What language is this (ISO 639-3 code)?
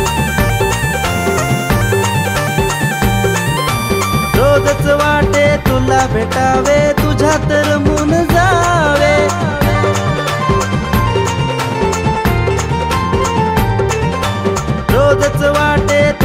mar